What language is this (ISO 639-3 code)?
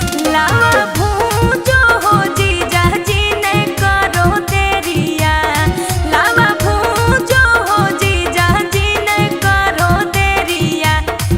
mag